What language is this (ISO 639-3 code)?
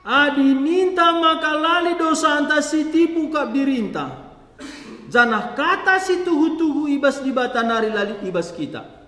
btx